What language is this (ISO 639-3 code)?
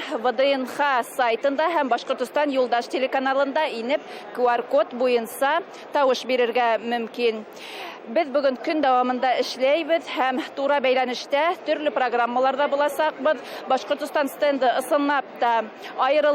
bak